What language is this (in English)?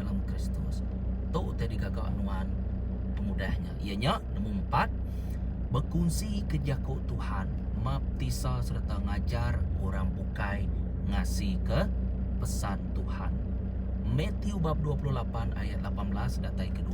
Iban